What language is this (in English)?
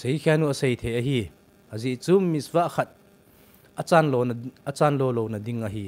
Thado Chin